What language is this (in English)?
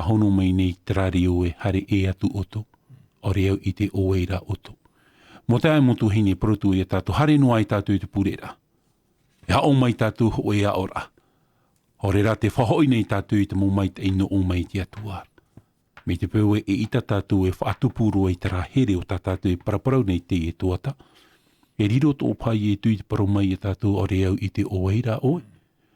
Tahitian